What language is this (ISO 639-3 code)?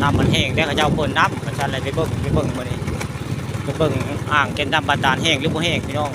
tts